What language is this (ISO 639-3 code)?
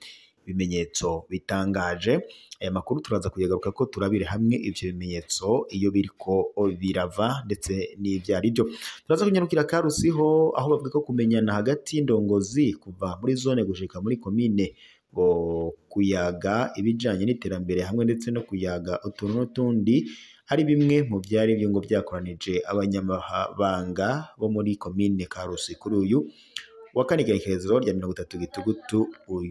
run